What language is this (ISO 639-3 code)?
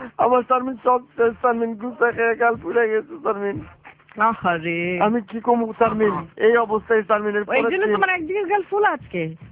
ben